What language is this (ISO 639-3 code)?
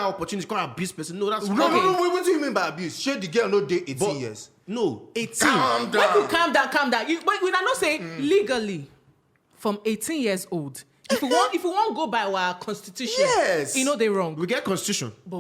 pcm